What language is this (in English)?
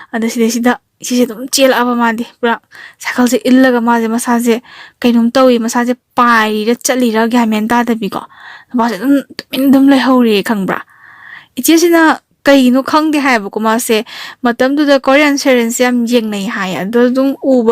Manipuri